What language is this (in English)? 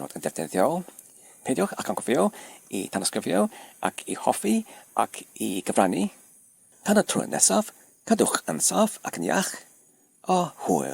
Welsh